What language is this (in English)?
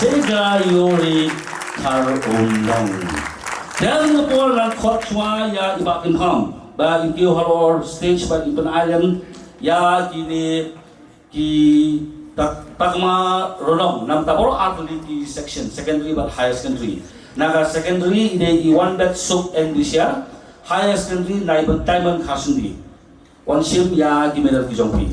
Khasi